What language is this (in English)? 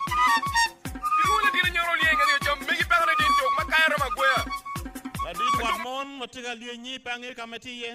Acoli